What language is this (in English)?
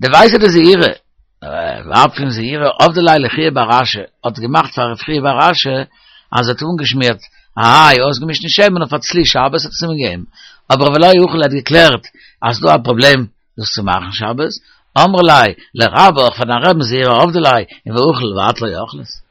Yiddish